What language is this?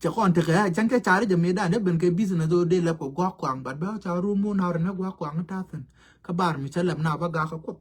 Nuer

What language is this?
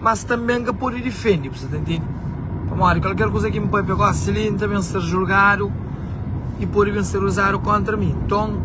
Kabuverdianu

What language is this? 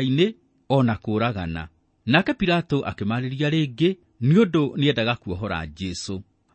Kikuyu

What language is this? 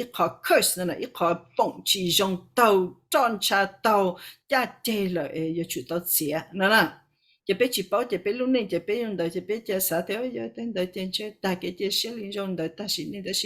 Hmong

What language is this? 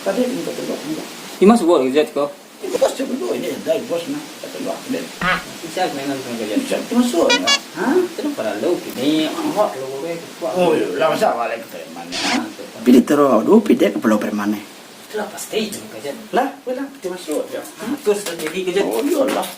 Minangkabau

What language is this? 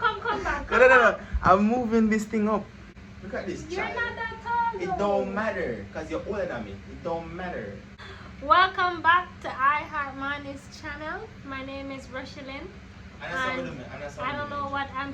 Jamaican Creole English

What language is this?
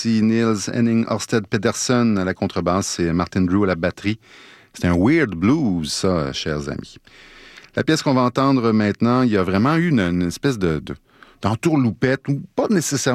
French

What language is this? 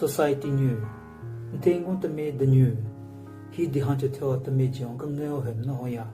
Southern Rengma Naga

